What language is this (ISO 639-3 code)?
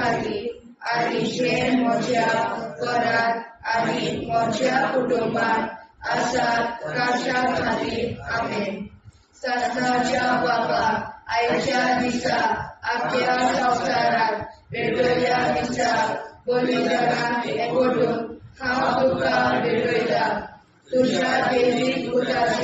kok